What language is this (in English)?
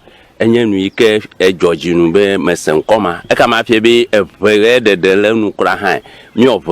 Ewe